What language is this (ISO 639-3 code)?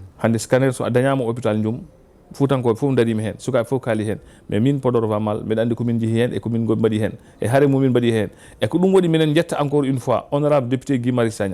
ful